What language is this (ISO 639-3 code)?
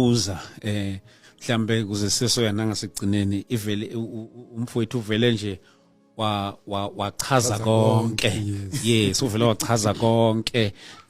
zul